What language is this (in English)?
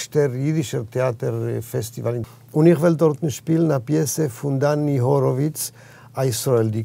Yiddish